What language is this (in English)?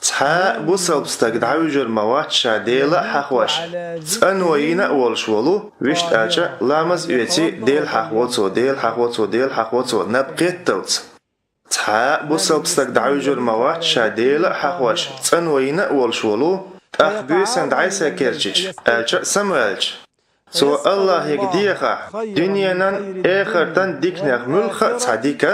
Chechen